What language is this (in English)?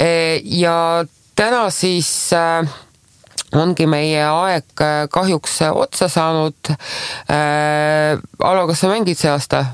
Estonian